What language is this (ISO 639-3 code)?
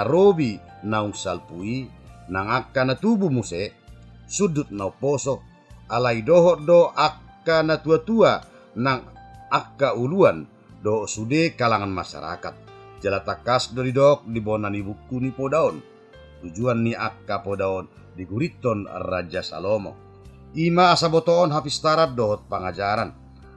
bbc